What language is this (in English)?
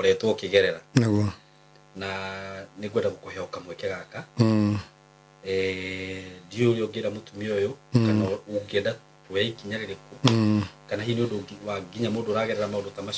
Kikuyu